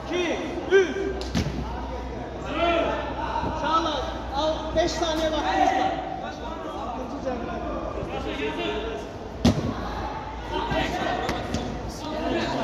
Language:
Turkish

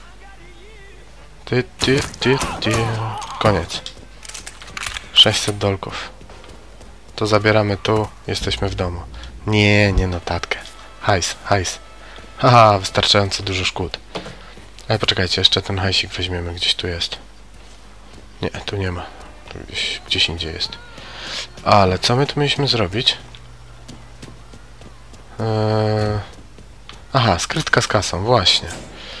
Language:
Polish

